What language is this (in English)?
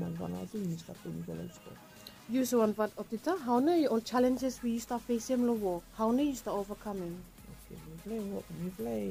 Bislama